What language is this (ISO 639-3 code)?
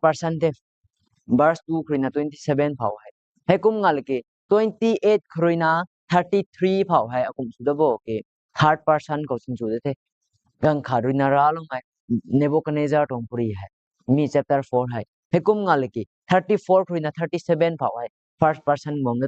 nbu